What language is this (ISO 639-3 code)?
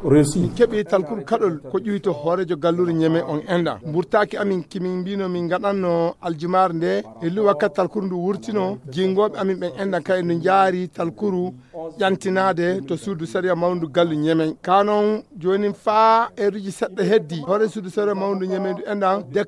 ful